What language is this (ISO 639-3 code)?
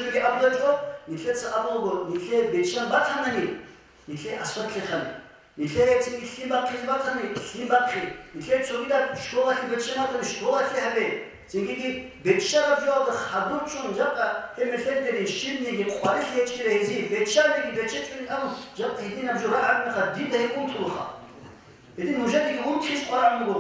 ava